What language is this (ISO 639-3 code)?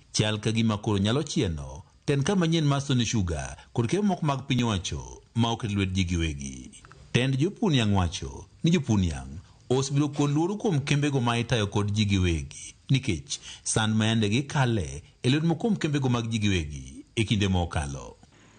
luo